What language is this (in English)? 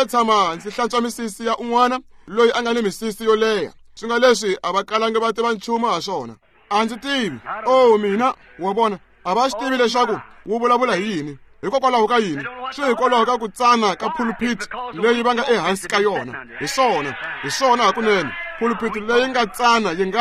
Tsonga